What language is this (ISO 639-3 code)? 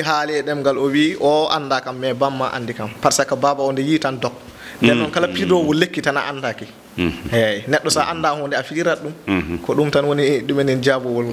ful